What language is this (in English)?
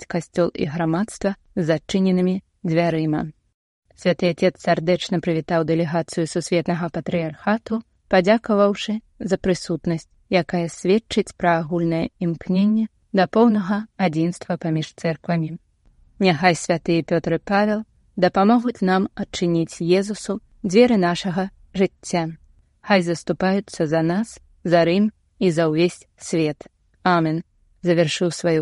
Belarusian